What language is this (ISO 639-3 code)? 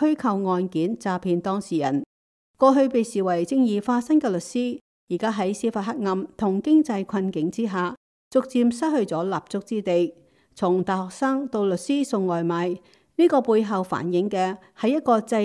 yue